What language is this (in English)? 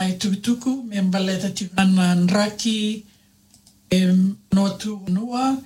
Fijian